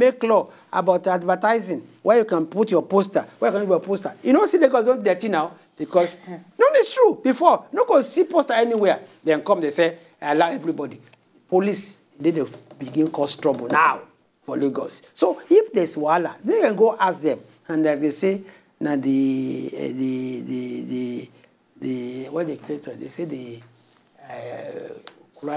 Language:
Nigerian Pidgin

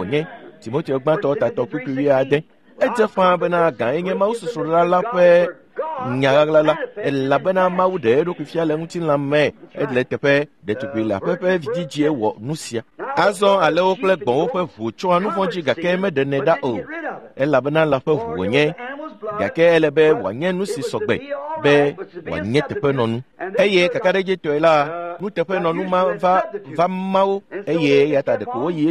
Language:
Ewe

